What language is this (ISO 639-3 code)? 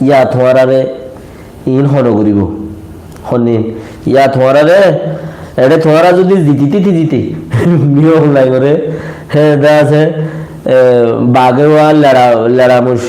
rhg